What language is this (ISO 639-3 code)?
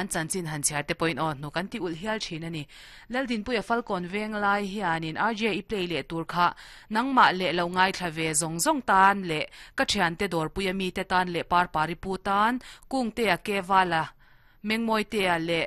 lus